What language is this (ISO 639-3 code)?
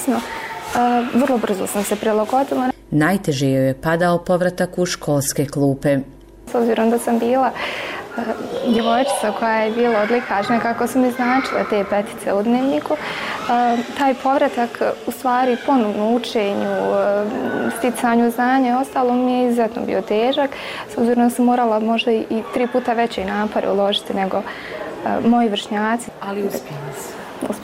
srp